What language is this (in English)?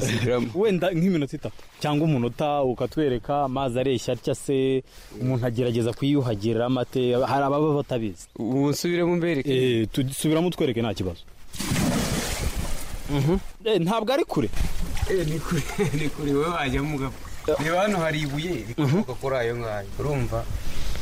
Kinyarwanda